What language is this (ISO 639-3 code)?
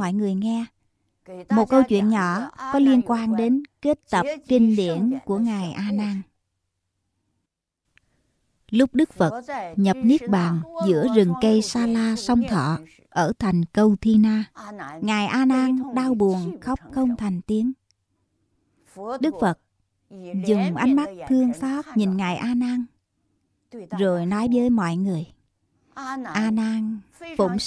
vie